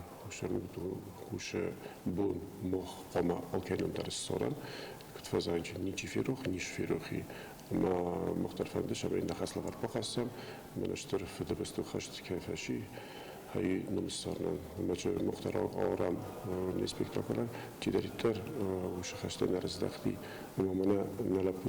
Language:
Ossetic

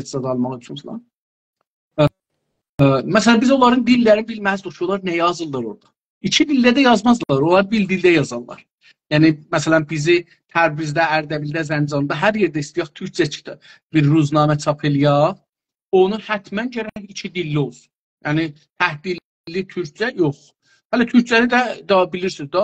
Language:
South Azerbaijani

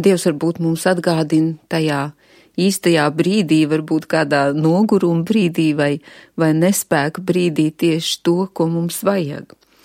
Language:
Latvian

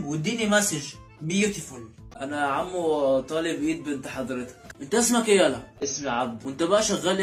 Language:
Egyptian Arabic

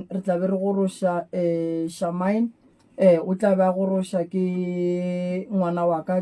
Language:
Northern Sotho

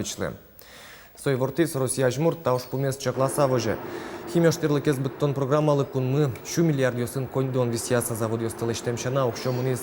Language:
Udmurt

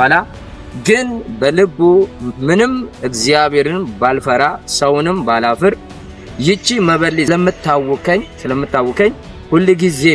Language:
Amharic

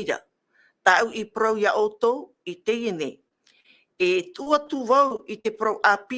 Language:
Tahitian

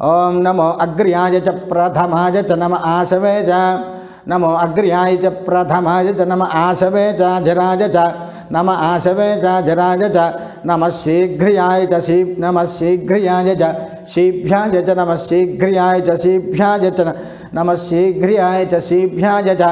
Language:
Sanskrit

